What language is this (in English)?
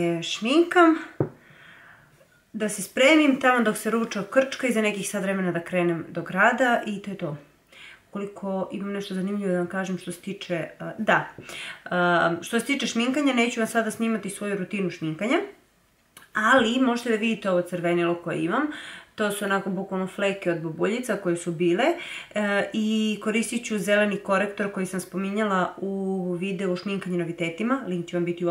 Serbian